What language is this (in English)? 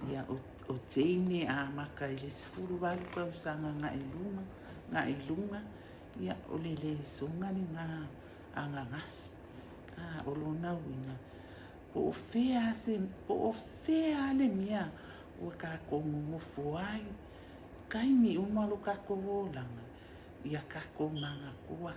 Samoan